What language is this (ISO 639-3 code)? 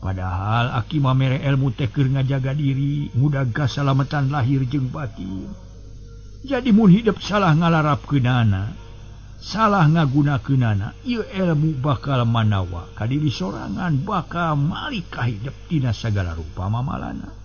sun